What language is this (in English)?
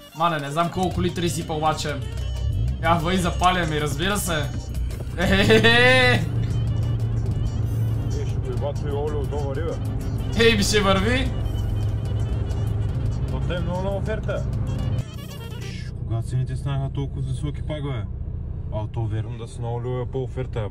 Bulgarian